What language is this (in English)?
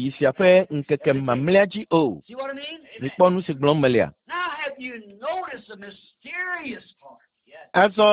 Ewe